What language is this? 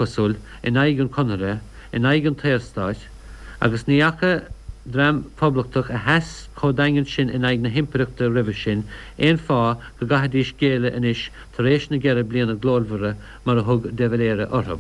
Irish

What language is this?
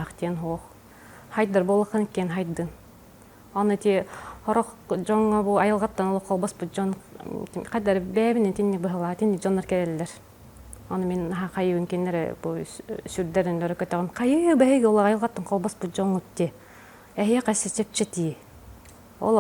Yakut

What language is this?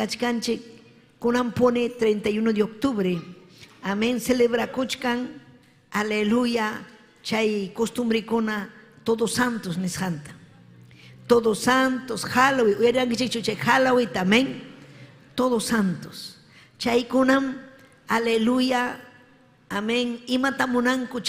Ayacucho Quechua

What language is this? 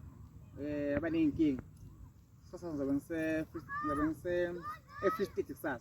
Zulu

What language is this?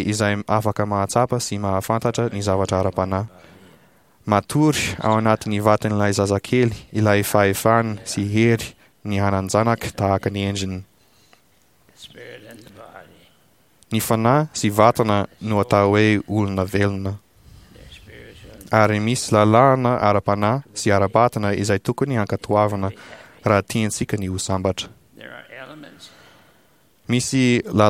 Malagasy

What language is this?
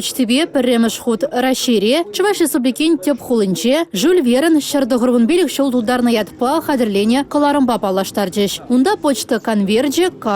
Chuvash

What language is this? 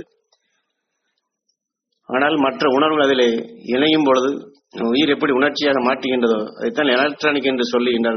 Tamil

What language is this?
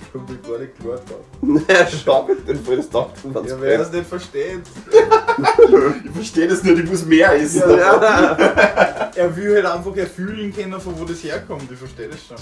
Bavarian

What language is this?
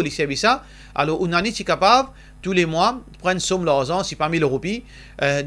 Morisyen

